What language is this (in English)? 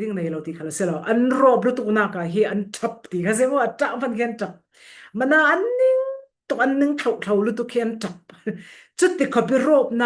Falam Chin